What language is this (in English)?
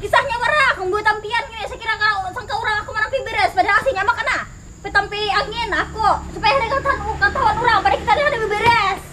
Banjar